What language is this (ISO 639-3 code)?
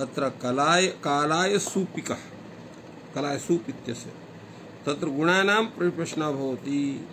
san